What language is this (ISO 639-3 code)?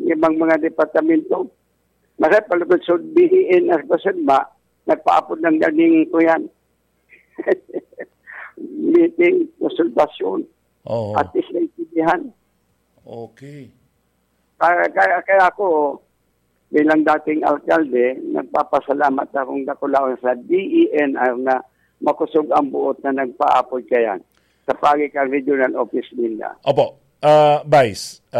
bik